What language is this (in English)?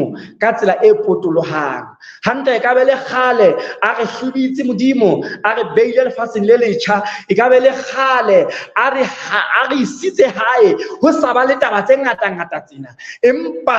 Southern Sotho